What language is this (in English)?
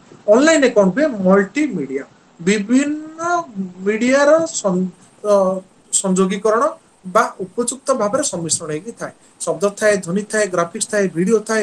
Odia